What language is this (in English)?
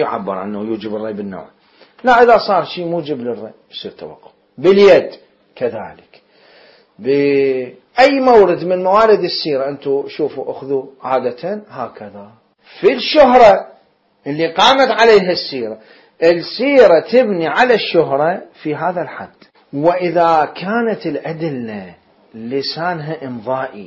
Mesopotamian Arabic